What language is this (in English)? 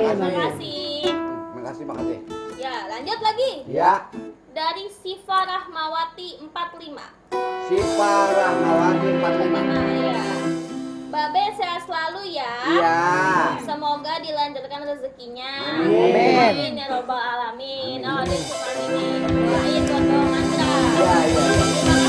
Betawi